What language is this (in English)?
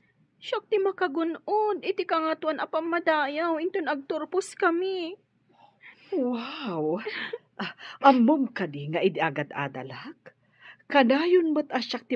Iloko